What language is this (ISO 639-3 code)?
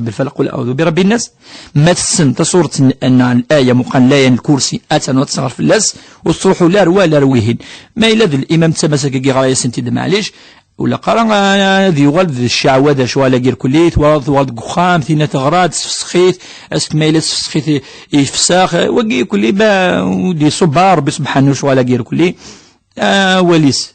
kab